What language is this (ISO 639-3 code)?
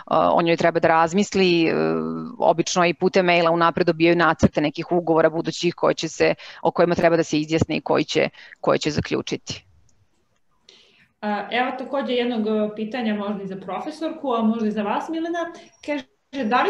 srp